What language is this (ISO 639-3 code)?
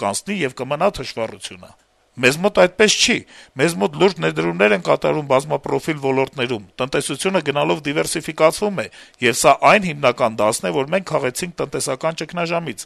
hye